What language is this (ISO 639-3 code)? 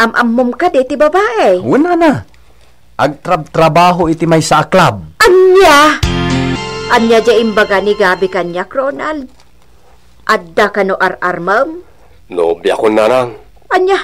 ilo